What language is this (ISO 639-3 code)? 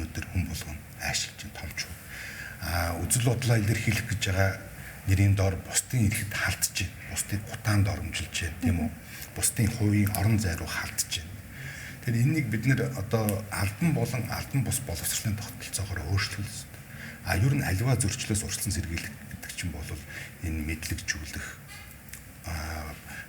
mon